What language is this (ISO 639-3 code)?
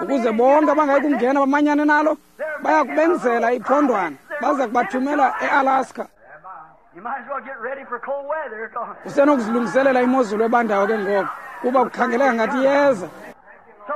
xho